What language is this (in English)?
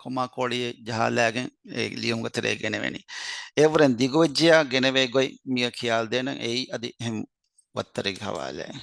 Divehi